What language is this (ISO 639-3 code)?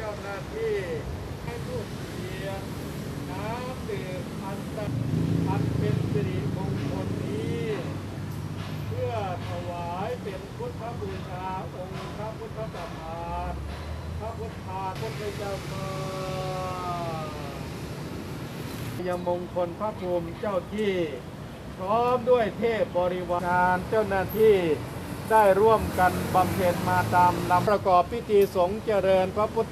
tha